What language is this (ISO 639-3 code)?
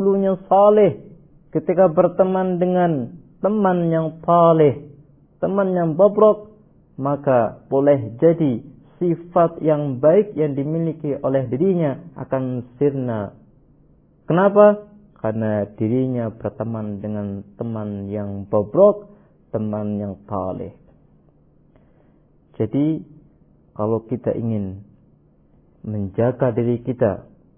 ind